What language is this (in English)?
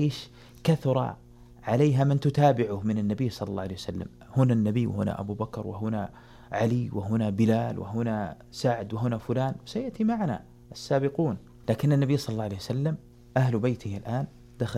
Arabic